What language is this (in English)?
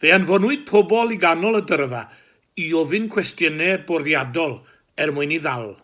Welsh